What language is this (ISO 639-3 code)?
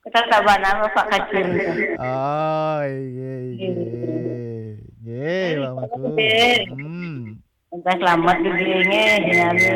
ban